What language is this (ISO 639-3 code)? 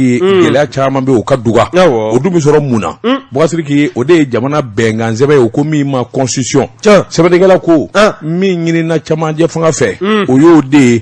bam